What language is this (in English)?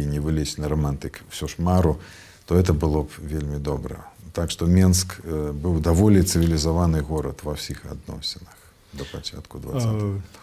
Belarusian